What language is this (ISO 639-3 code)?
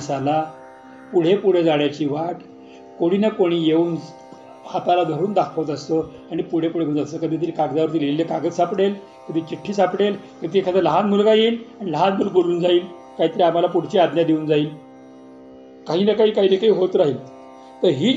mar